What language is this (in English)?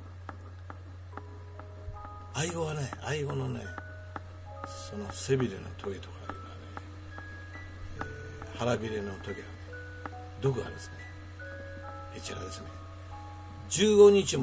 Japanese